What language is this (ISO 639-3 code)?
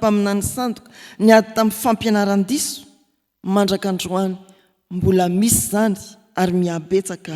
mlg